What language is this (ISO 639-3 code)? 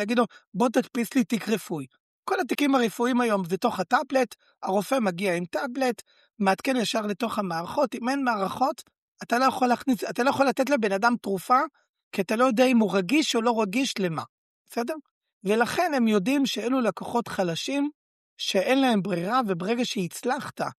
heb